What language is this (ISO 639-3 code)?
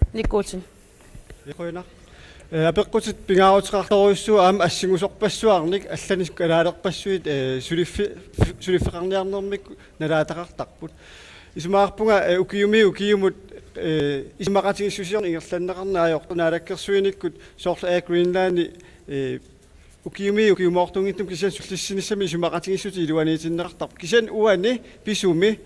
kal